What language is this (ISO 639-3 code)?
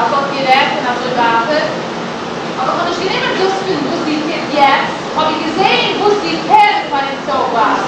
yid